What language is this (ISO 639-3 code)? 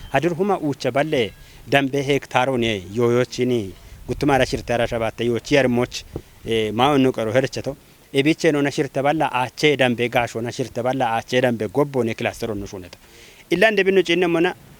kbr